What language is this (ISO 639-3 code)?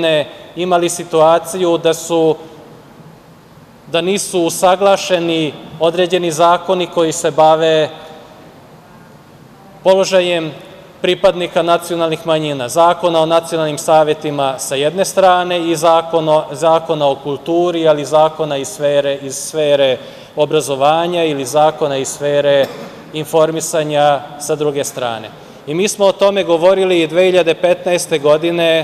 srp